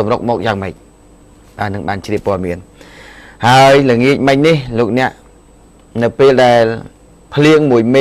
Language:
Khmer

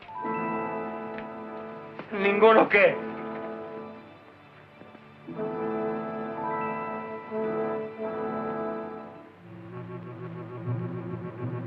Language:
Spanish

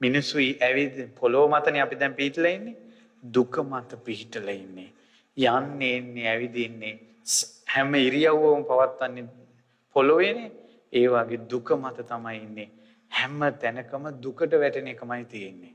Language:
Sinhala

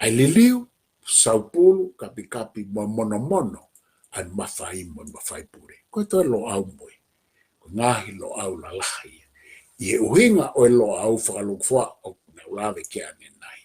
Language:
Tongan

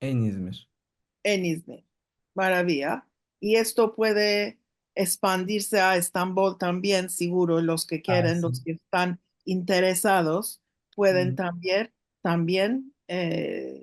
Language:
Ladino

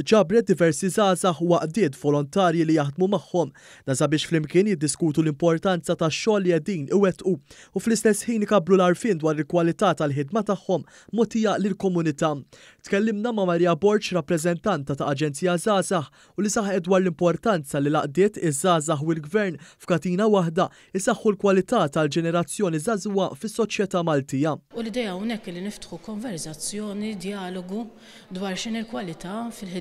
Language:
Maltese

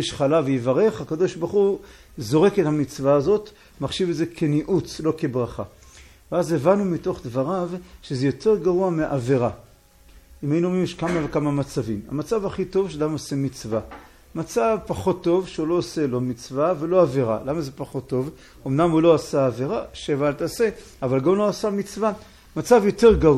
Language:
Hebrew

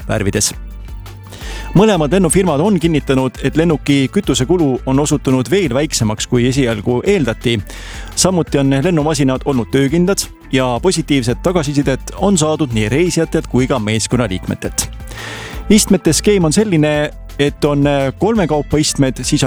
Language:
Estonian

